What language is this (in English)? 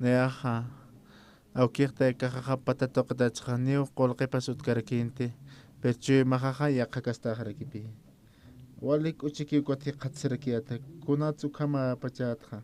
Aymara